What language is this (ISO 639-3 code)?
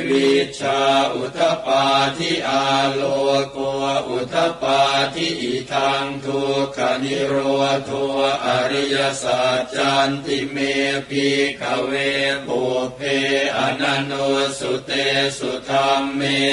pli